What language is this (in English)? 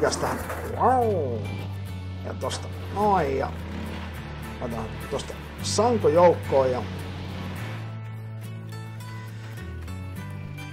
Finnish